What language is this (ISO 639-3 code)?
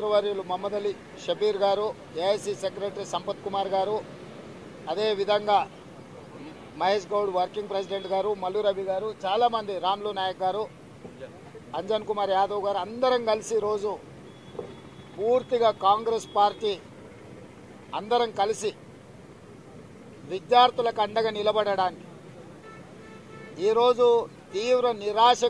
tel